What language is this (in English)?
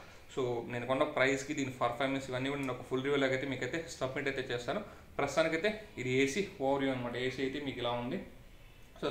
Telugu